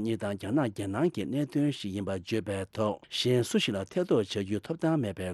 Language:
Tibetan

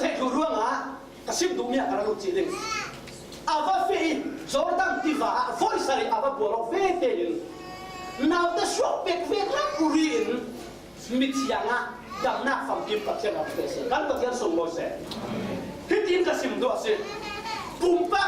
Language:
Falam Chin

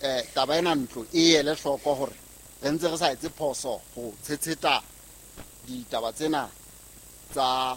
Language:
Southern Sotho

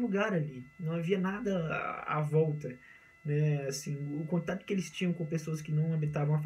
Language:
Portuguese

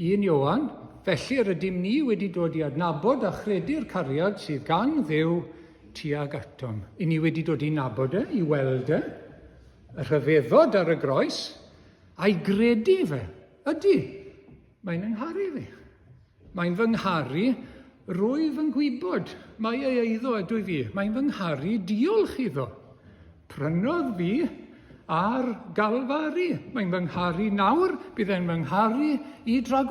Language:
Welsh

